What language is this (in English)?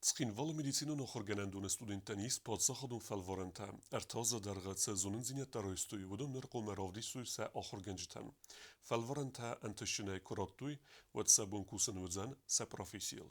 Ossetic